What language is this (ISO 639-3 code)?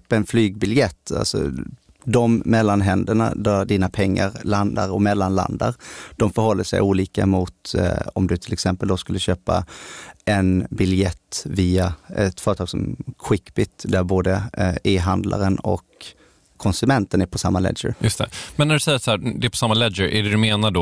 swe